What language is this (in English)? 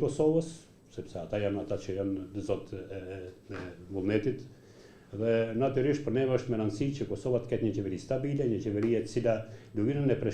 Albanian